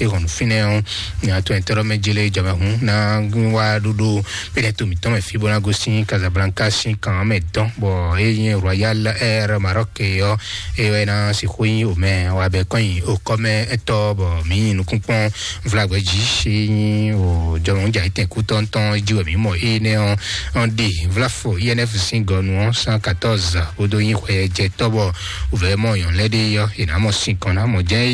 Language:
Fon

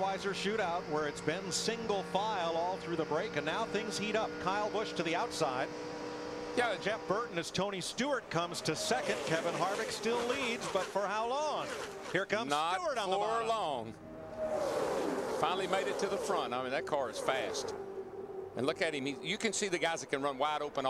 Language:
English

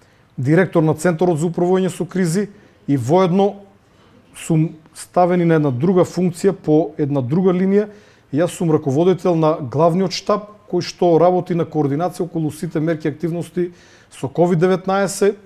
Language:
Macedonian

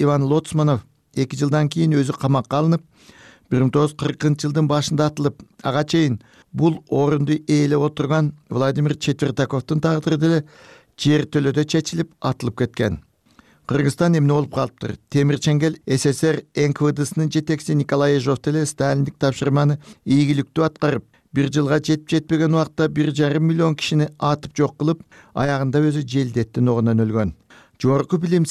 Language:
Kyrgyz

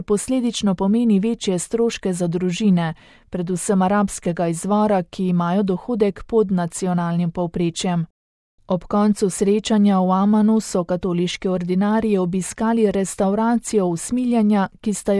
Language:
Slovenian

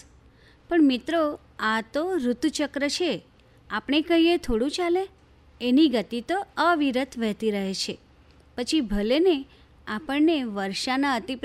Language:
Gujarati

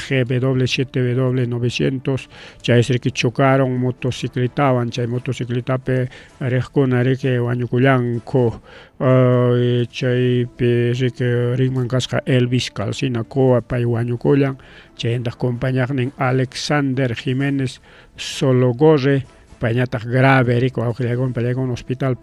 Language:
Ayacucho Quechua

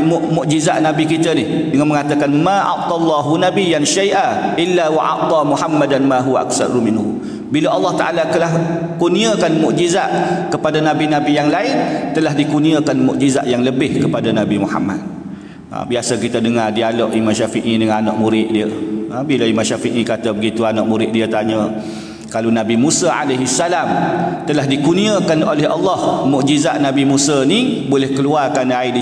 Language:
Malay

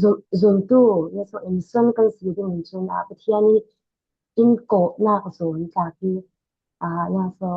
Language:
Falam Chin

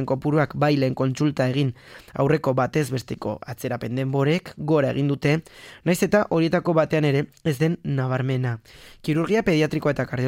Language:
Basque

